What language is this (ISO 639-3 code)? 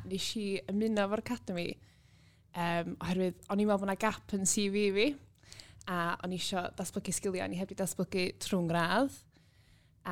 cym